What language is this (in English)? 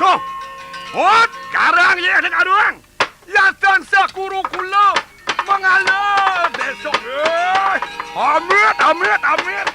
Balinese